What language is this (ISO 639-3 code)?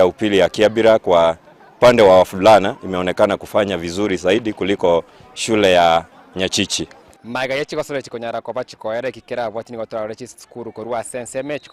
guz